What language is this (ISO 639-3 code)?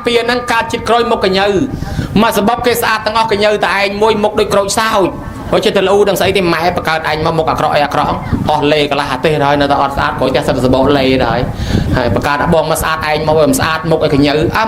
khm